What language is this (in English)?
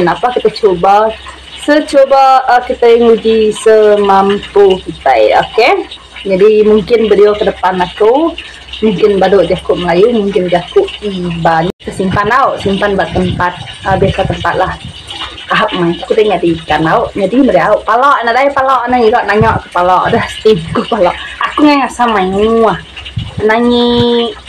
Iban